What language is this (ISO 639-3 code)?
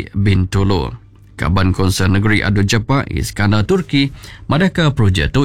iba